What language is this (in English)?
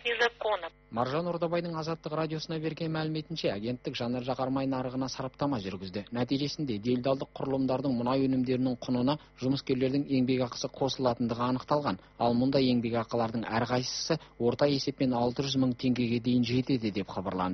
Kazakh